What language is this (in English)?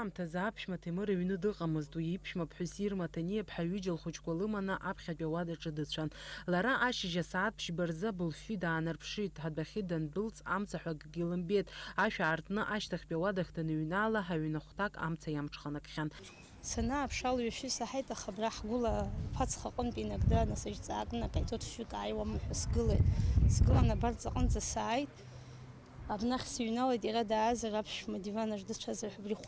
Abkhazian